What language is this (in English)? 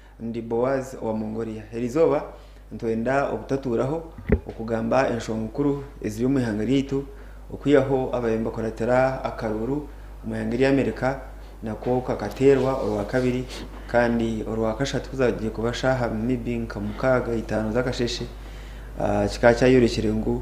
Nyankole